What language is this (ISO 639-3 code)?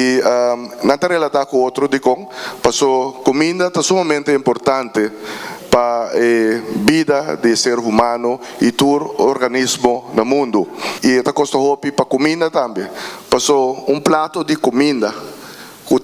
pap